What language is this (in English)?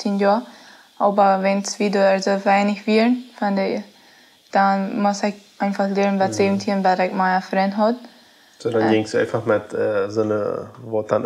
Plautdietsch